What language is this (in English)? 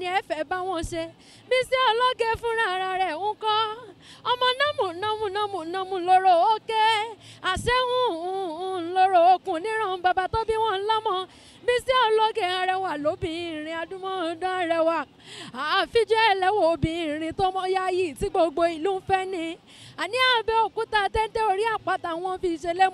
Yoruba